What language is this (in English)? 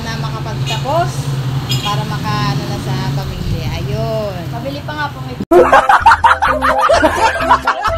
Filipino